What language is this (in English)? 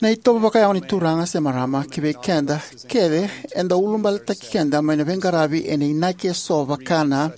Fijian